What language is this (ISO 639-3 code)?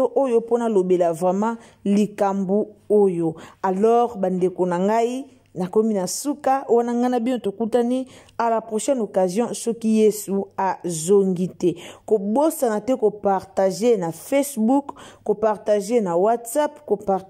lin